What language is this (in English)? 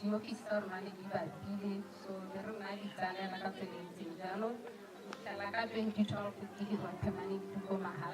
Tswana